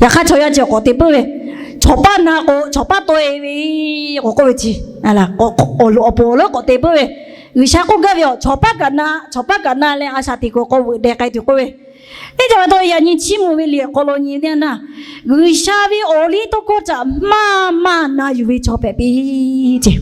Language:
Lahu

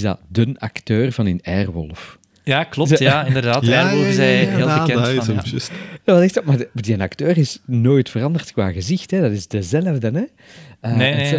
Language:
Dutch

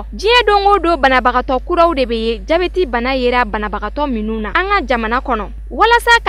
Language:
Bambara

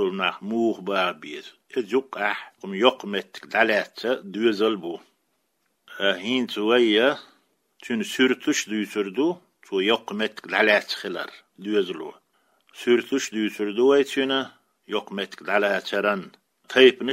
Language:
Chechen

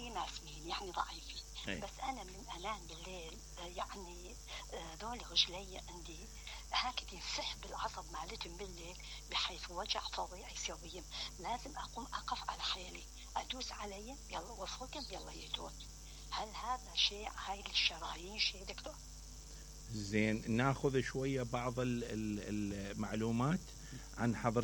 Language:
Mesopotamian Arabic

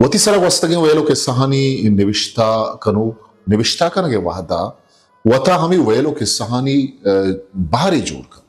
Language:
Eastern Balochi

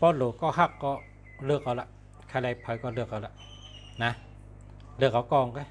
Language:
Shan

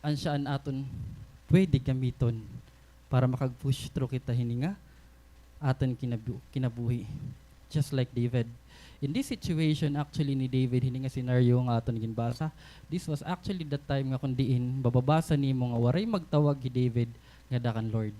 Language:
Waray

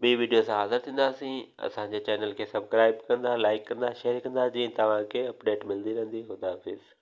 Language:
Sindhi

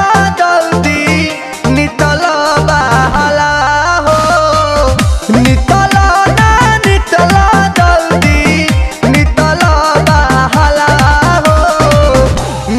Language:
Bhojpuri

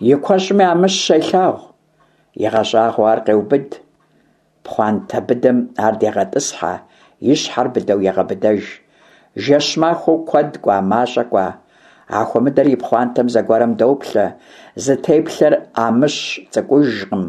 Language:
Kabardian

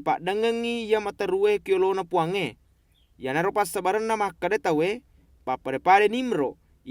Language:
Buginese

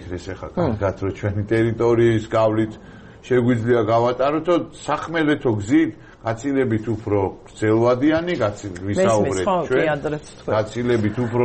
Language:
Georgian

